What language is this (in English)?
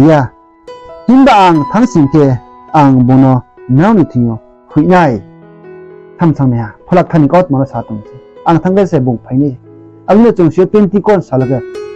Riang (India)